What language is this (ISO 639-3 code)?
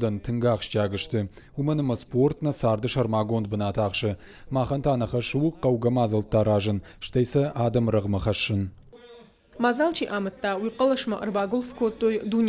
oss